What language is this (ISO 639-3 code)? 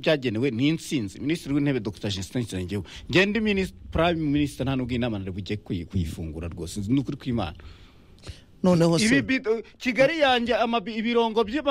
kin